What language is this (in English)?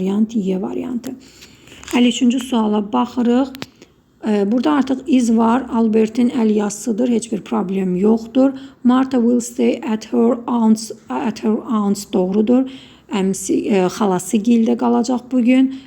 Azerbaijani